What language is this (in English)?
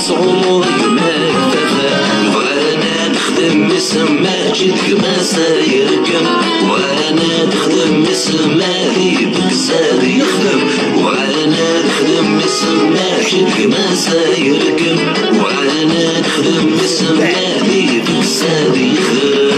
Algerian Arabic